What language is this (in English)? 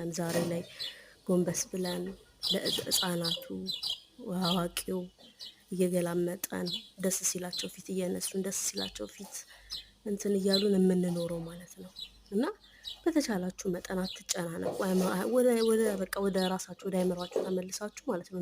Amharic